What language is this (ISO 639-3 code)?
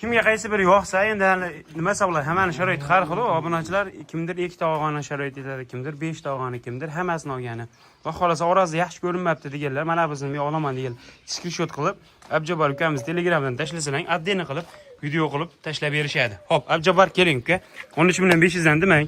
uzb